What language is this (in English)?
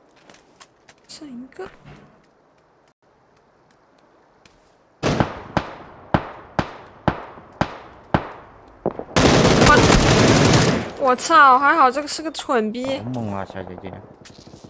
Chinese